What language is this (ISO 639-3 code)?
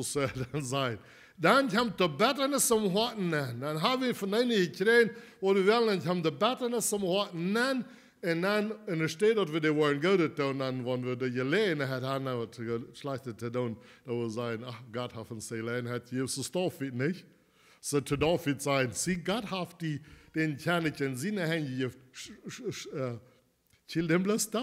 pdt